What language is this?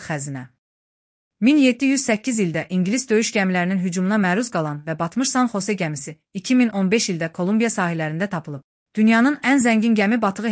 Azerbaijani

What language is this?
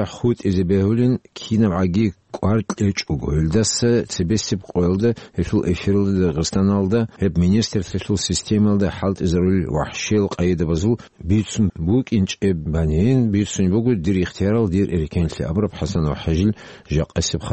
Avaric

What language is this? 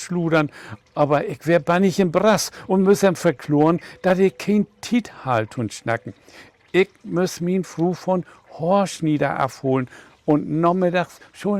Low German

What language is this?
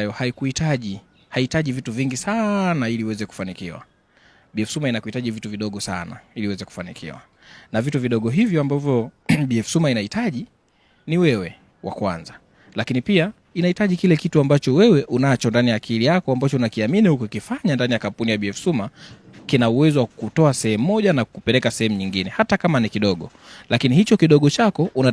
Swahili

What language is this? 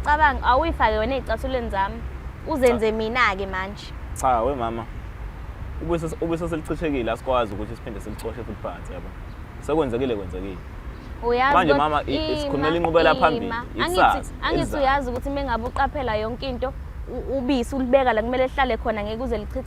Zulu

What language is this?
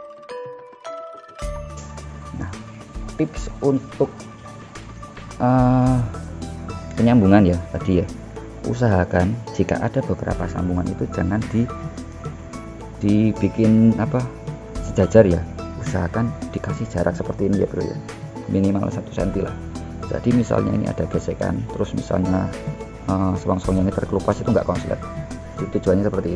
Indonesian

